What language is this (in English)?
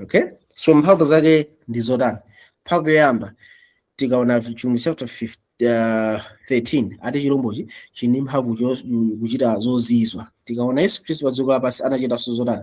Nyanja